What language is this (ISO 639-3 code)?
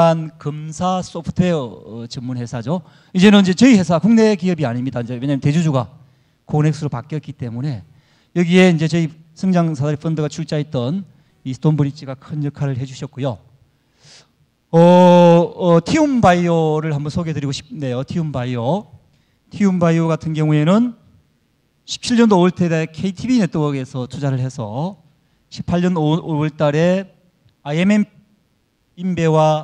kor